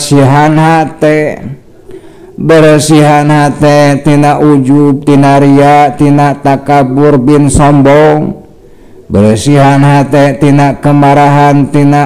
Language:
Sundanese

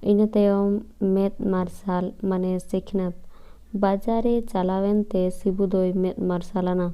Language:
Santali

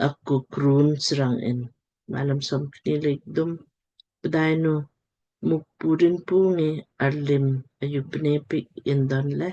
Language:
Lamkang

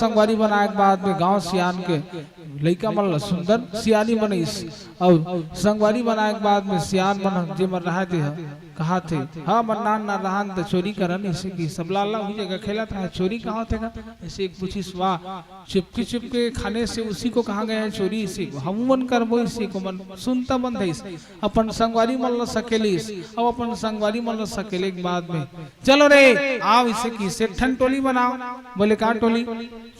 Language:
Chhattisgarhi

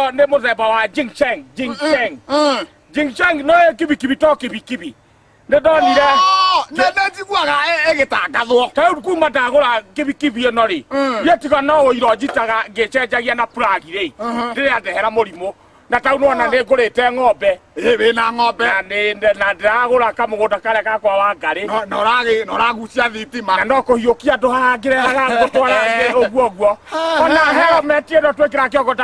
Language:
Kikuyu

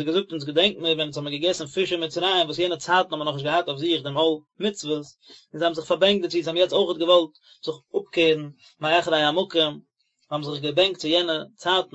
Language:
Yiddish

